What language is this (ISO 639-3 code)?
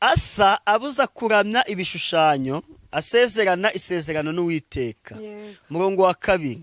kin